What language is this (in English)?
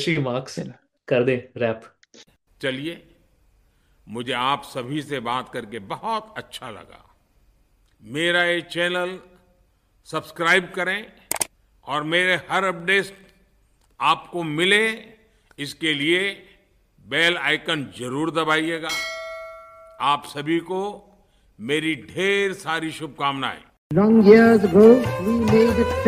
Hindi